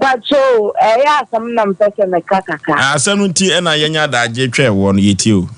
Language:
Akan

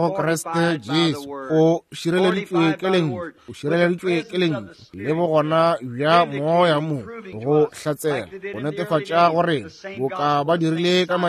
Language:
Northern Sotho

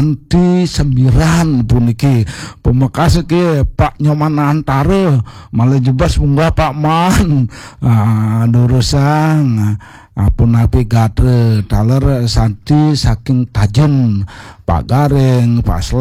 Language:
Balinese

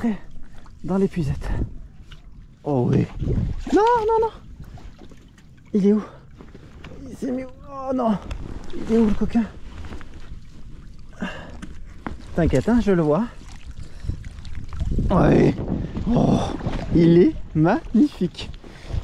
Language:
French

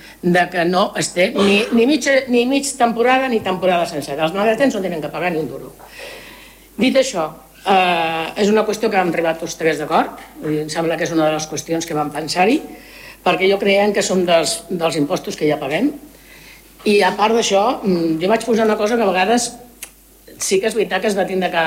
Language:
Catalan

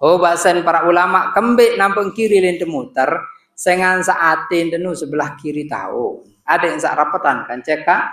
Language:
Sasak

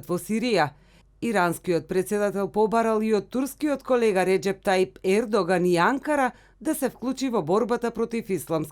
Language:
Macedonian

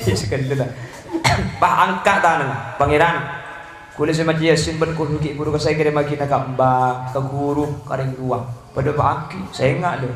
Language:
Madurese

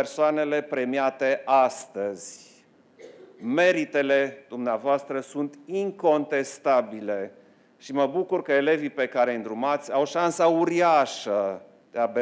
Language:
Romanian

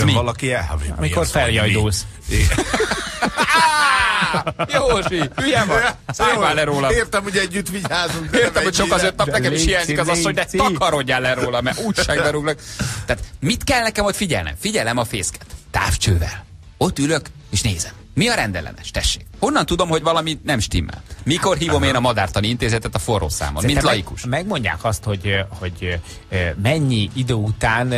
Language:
Hungarian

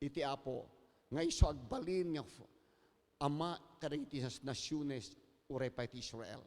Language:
Iloko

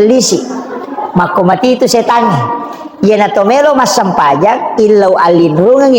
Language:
Buginese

